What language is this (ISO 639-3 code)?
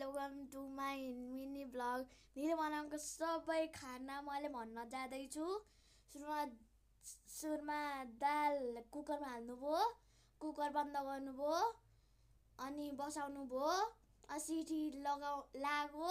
nep